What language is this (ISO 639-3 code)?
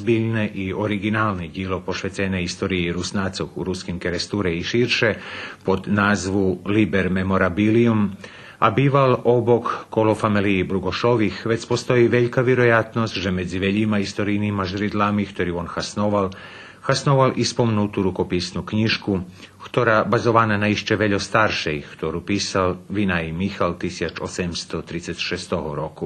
rue